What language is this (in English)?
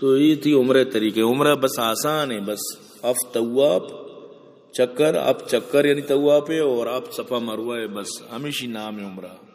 Eastern Balochi